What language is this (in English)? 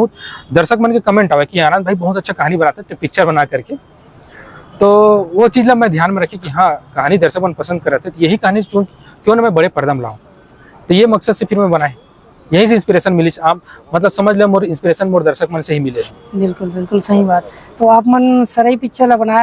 Chhattisgarhi